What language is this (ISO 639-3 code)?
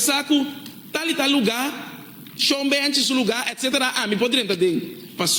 pap